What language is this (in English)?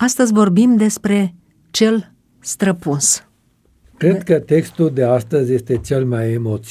Romanian